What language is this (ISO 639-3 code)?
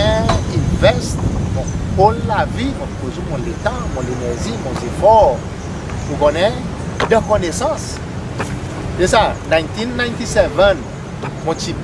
crs